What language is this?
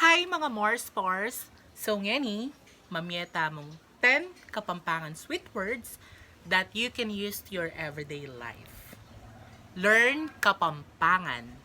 Pampanga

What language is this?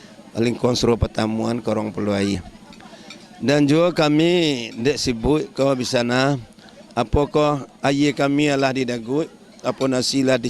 Minangkabau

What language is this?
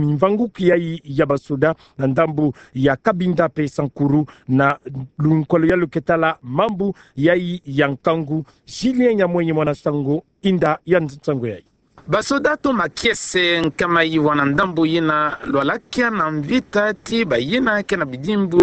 Kituba (Democratic Republic of Congo)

